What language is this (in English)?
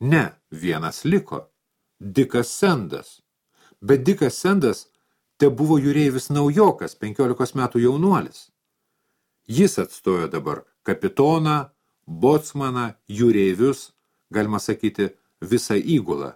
Lithuanian